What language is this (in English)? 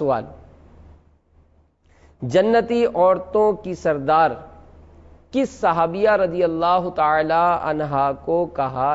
Urdu